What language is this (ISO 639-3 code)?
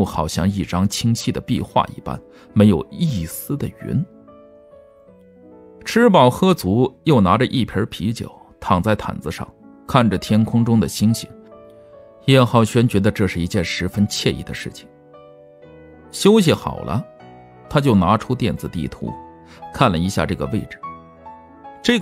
zho